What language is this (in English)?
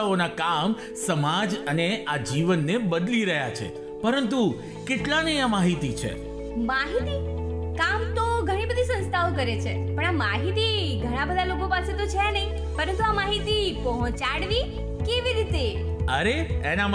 Gujarati